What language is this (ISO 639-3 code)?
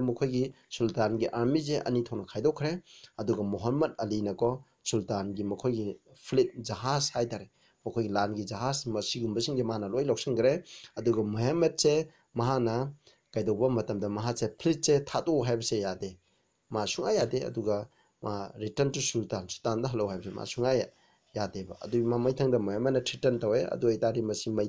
mni